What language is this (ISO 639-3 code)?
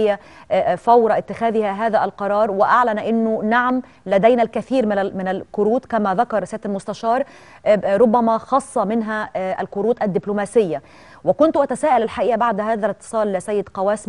arz